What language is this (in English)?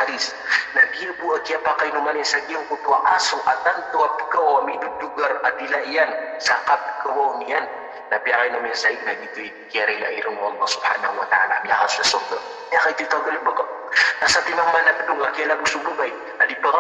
Maranao